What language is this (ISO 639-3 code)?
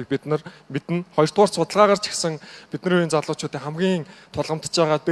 mon